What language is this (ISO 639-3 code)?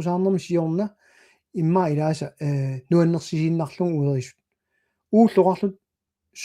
kal